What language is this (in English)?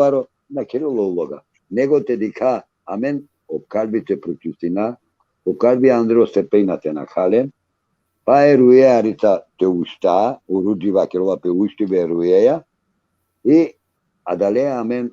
Balkan Romani